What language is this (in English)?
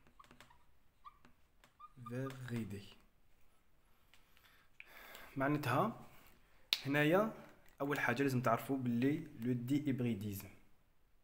Algerian Arabic